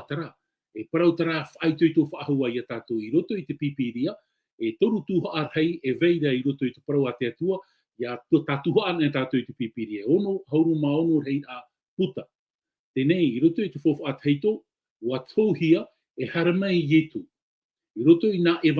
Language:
Tahitian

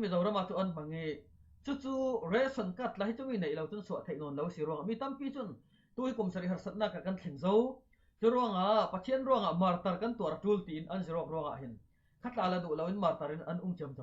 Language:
Falam Chin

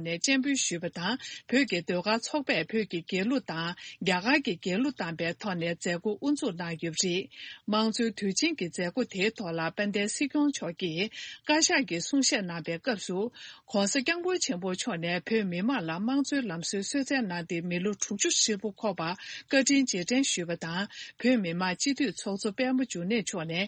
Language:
Tibetan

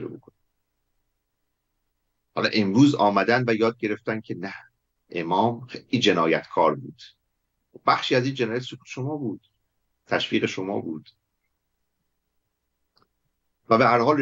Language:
Persian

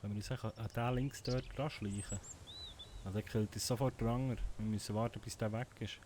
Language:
Swiss German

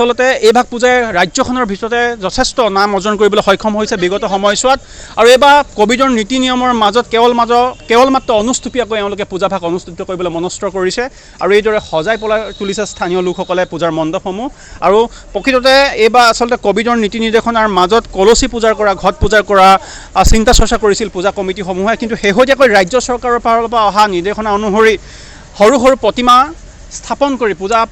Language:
Assamese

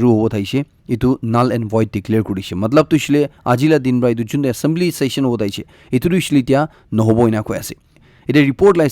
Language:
Naga Pidgin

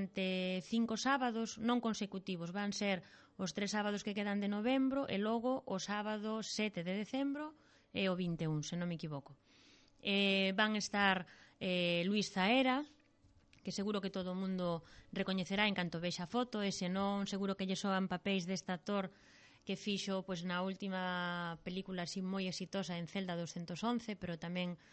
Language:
Galician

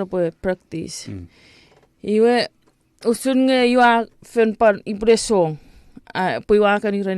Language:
Chuukese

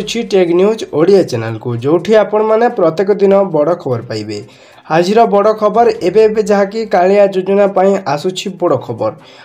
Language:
Odia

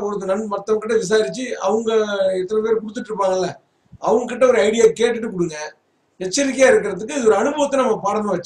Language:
Tamil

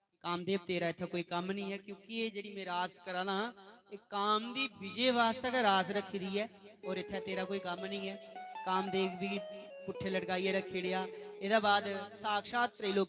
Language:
Dogri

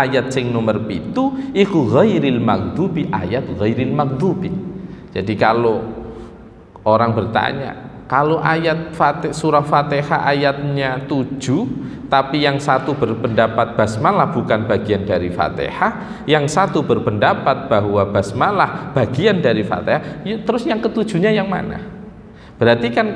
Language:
Indonesian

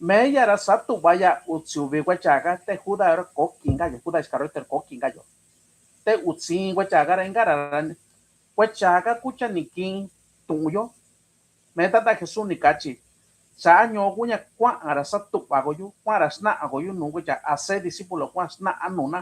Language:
Mixtepec Mixtec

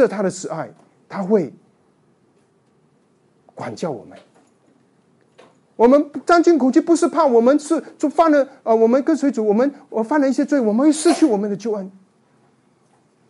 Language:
Chinese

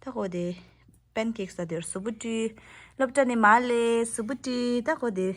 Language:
Tibetan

